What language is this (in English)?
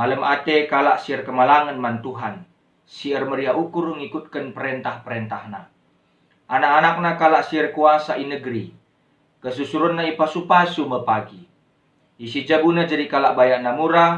Batak Karo